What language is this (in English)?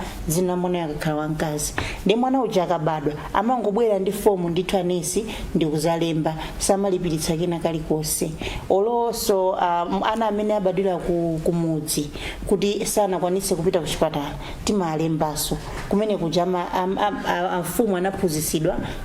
Nyanja